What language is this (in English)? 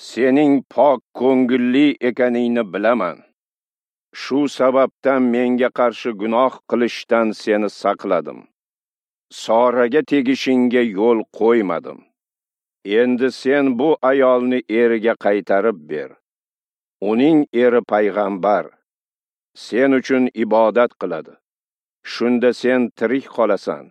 Uzbek